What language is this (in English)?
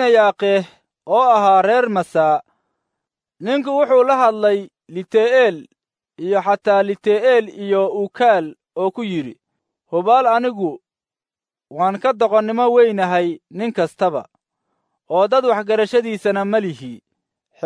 Somali